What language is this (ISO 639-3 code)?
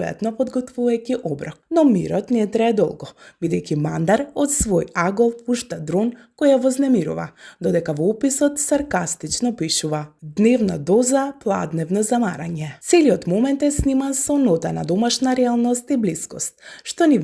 mkd